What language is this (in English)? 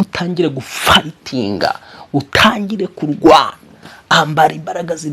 Kinyarwanda